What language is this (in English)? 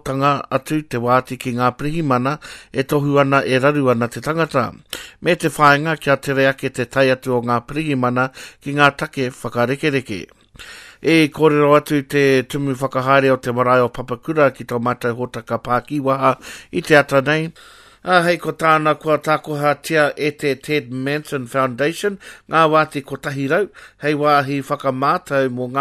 Māori